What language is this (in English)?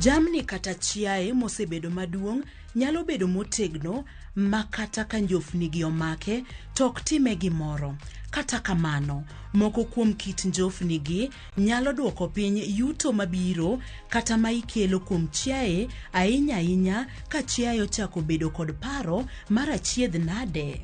Luo (Kenya and Tanzania)